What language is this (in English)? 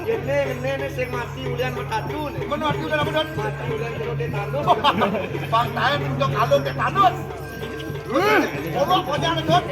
Balinese